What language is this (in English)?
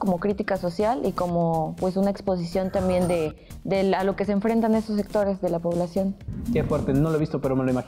Spanish